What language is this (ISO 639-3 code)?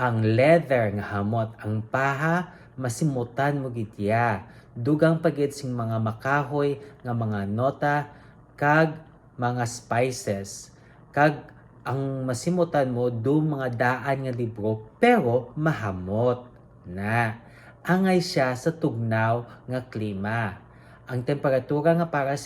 hil